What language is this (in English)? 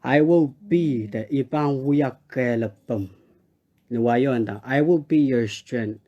Pohnpeian